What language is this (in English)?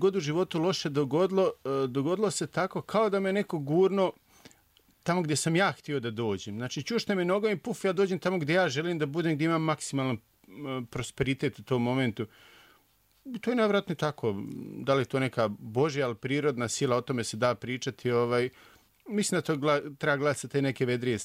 Serbian